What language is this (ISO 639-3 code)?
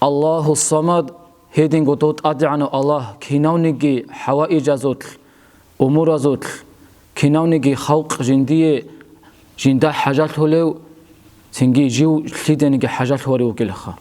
ava